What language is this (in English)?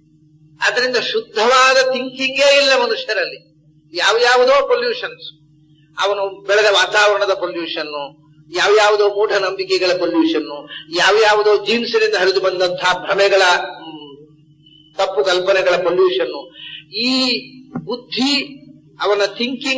Kannada